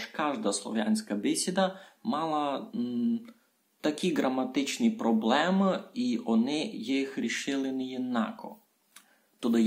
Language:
Rusyn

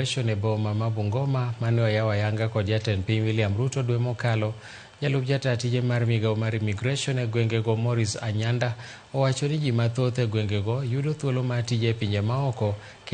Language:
Luo (Kenya and Tanzania)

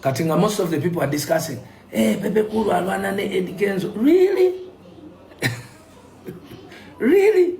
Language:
Ganda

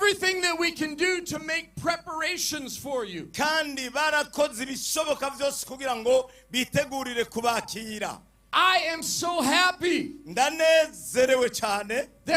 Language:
Rundi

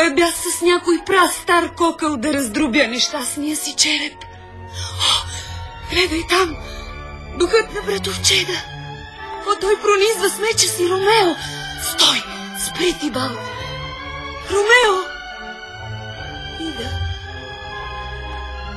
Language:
Bulgarian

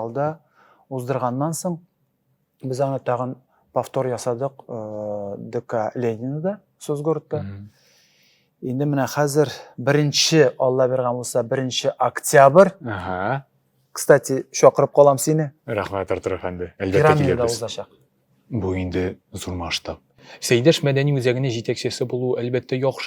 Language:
Tatar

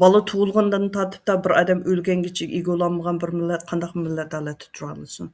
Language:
Uyghur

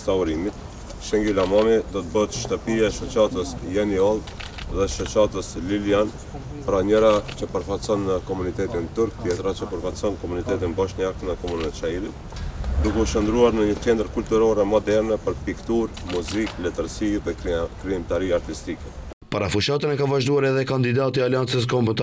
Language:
Albanian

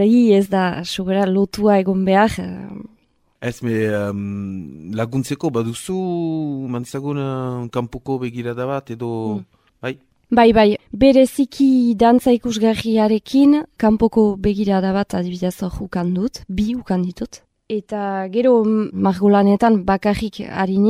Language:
Basque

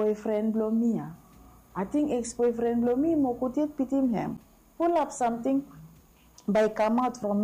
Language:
Bislama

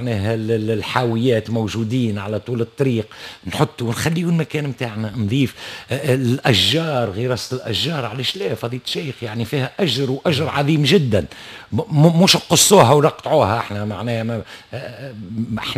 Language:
Tunisian Arabic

